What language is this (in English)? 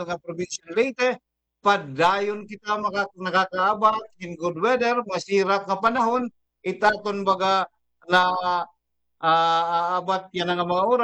Waray